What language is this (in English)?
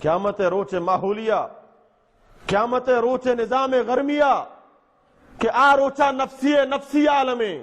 Baluchi